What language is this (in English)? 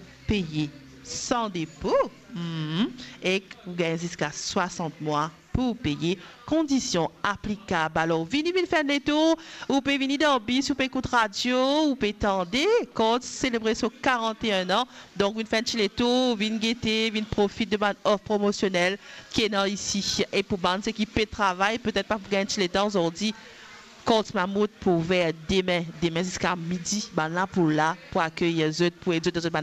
Morisyen